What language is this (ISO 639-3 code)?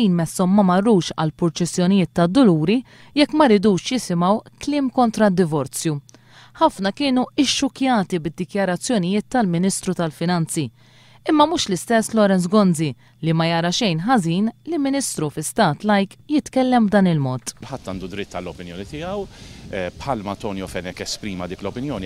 mlt